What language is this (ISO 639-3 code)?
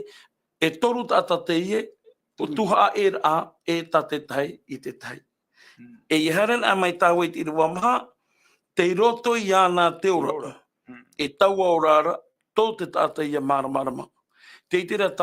tah